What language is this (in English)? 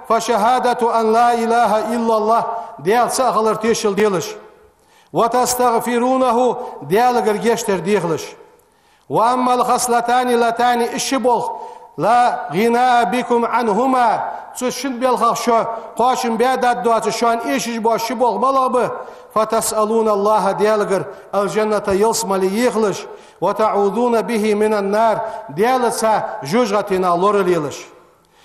Ingush